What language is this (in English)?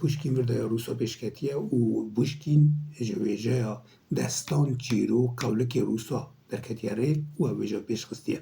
Kurdish